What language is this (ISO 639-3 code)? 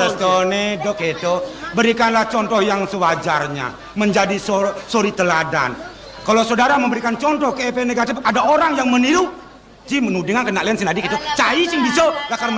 ban